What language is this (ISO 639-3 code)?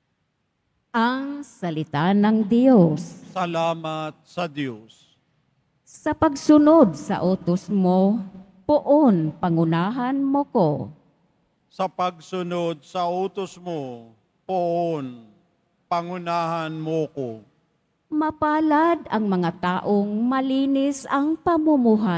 fil